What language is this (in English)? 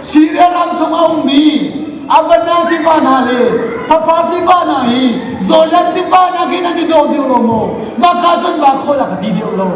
Hakha Chin